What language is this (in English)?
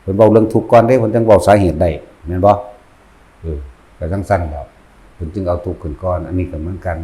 Northeastern Thai